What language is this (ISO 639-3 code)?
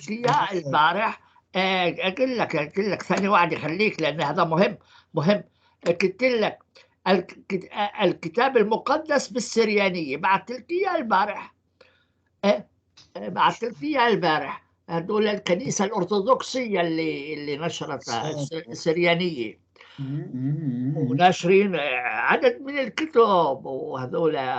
apc